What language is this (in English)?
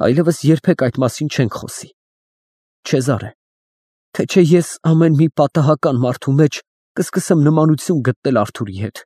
Armenian